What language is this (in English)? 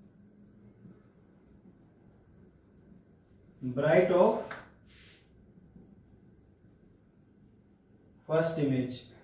Hindi